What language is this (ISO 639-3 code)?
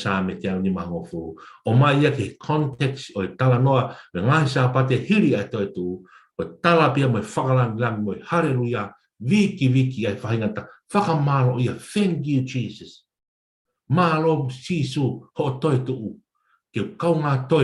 ton